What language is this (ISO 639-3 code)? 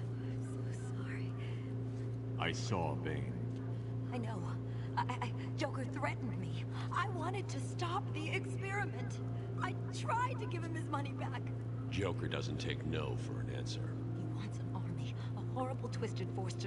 eng